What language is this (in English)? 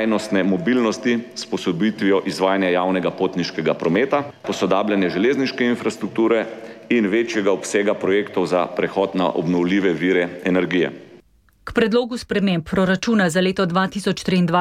Slovenian